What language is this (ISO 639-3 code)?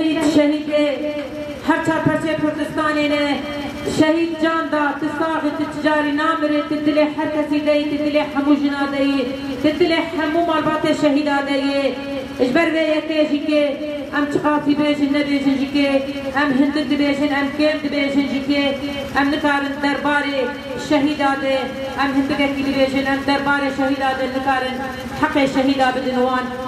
kur